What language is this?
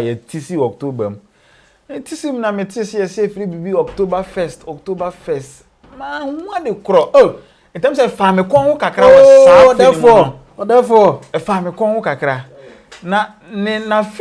Akan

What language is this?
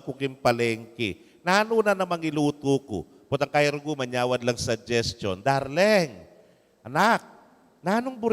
Pampanga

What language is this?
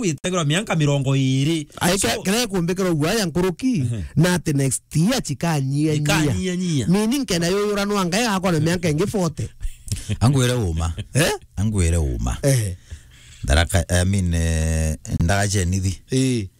Meru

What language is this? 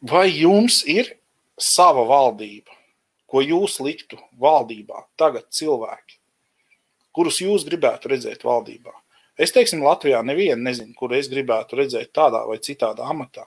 Latvian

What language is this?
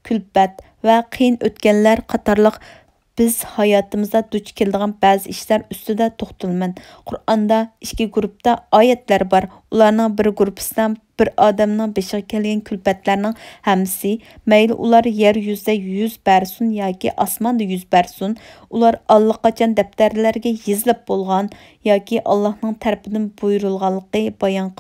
Uyghur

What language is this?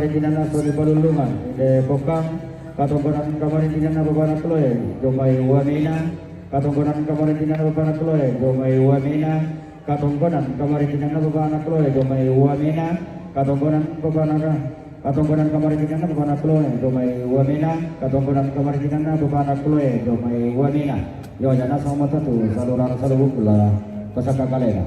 Toraja-Sa'dan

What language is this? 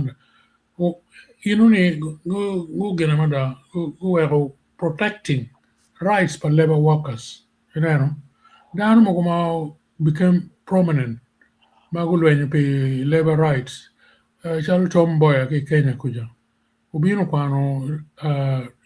Acoli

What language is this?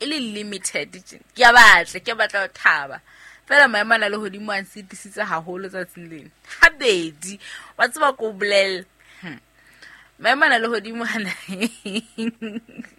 Southern Sotho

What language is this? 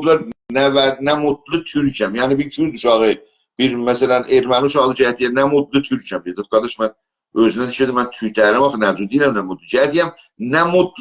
South Azerbaijani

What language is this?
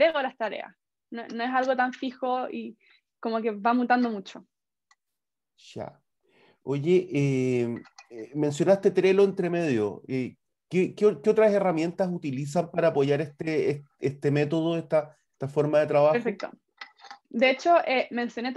Spanish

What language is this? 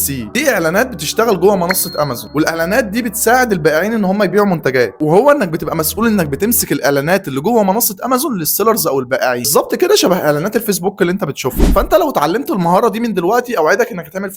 Egyptian Arabic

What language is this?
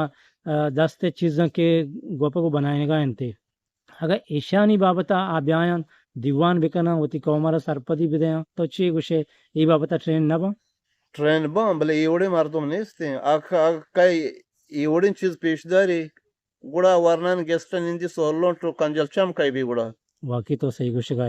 Eastern Balochi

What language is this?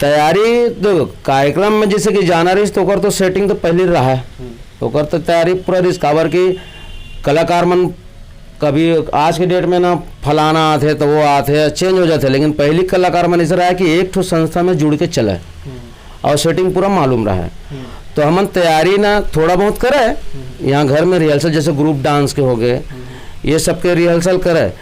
Chhattisgarhi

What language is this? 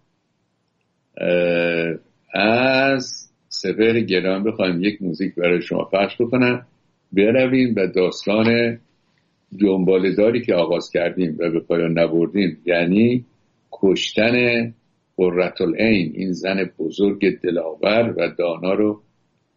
Persian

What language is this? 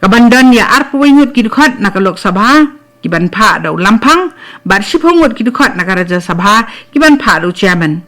Khasi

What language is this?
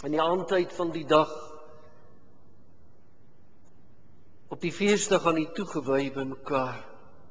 Afrikaans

